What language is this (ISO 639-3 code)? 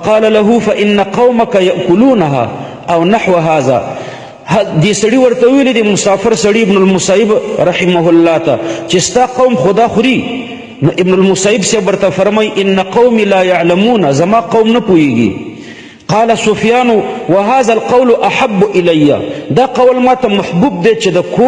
pus